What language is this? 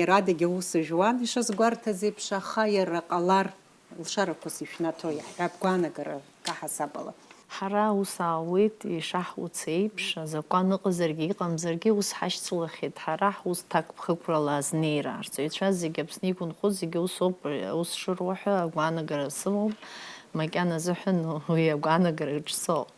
Abkhazian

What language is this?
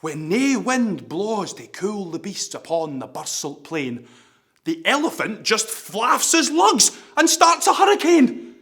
Scots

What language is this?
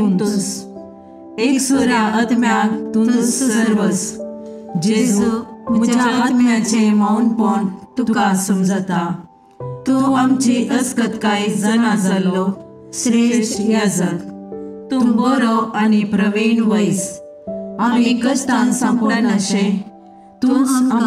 Konkani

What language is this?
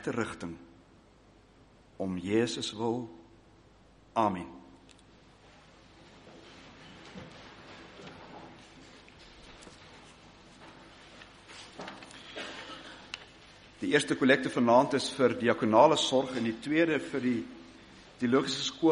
Afrikaans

